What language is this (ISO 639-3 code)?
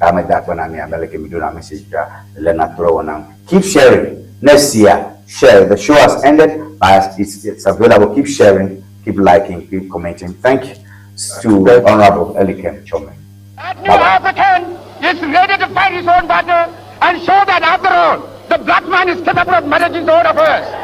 ewe